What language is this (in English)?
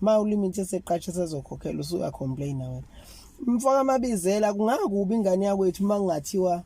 Zulu